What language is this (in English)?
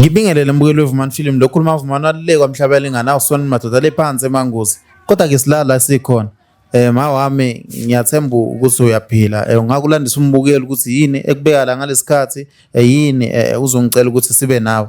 Zulu